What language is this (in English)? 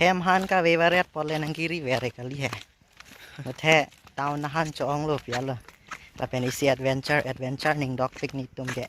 Karbi